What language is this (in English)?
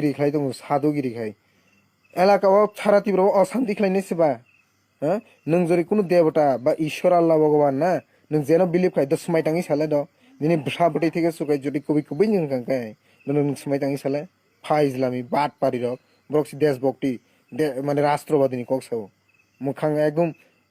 Kok Borok